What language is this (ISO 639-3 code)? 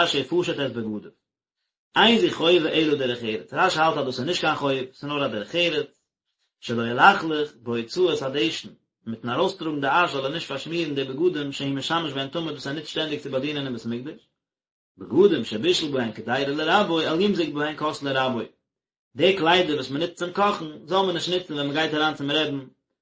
yid